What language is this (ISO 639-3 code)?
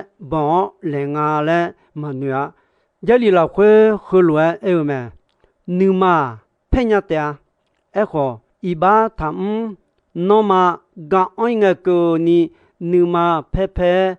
ahk